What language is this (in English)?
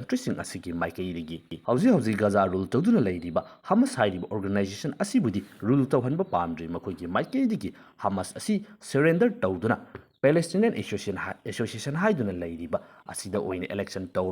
Manipuri